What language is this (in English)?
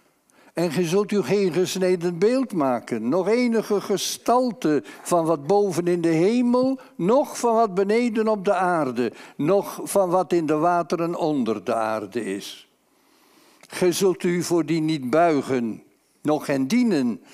Dutch